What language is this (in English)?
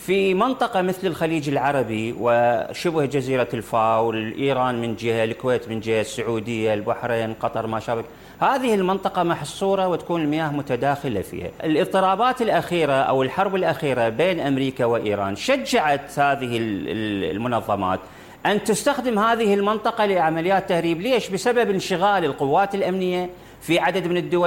Mesopotamian Arabic